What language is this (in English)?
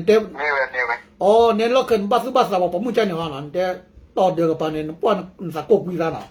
S'gaw Karen